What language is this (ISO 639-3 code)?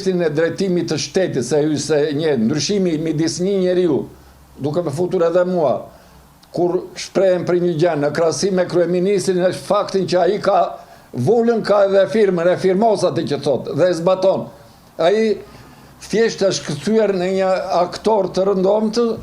sqi